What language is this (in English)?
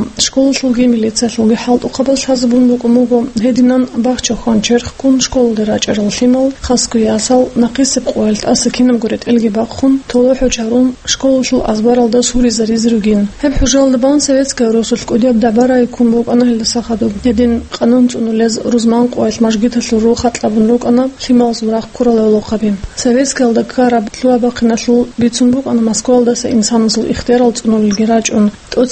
Avaric